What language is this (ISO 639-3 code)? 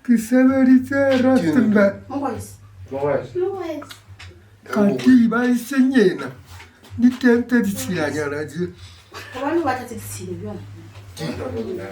sot